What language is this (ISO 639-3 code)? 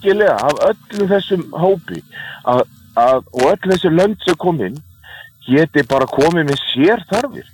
isl